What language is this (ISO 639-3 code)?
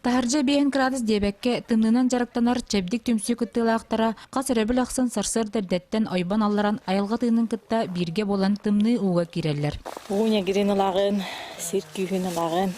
sah